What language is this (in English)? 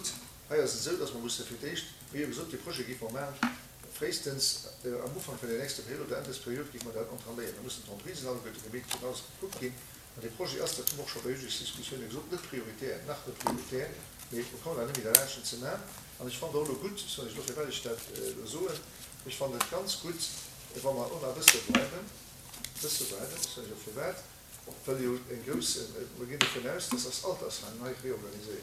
Luxembourgish